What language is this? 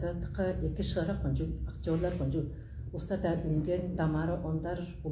Tuvinian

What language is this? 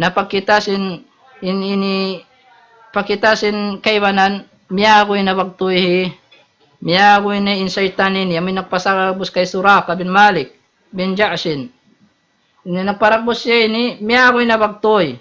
Tausug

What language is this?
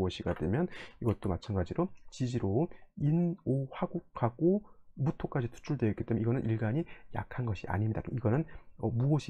Korean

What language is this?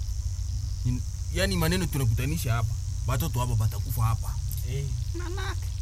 Swahili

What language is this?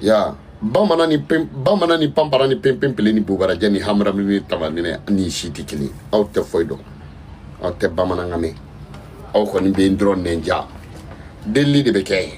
Bambara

